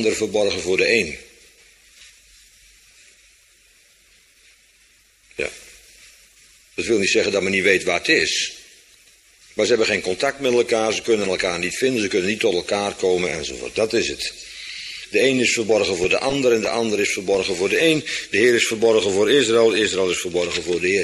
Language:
Dutch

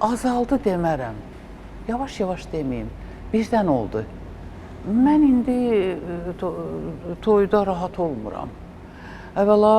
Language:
Azerbaijani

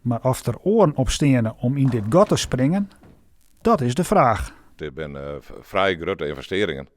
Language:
Western Frisian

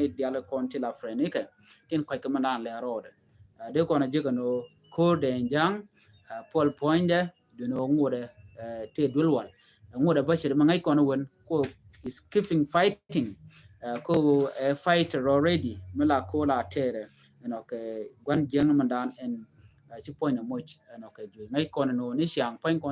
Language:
Nuer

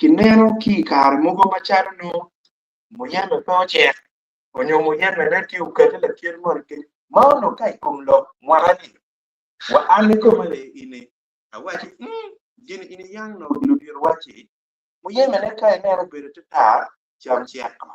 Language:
Acoli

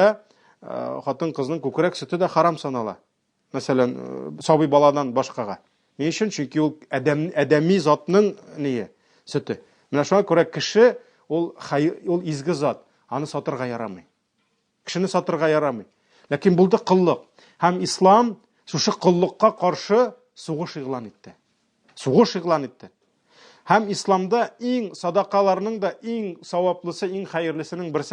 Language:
Tatar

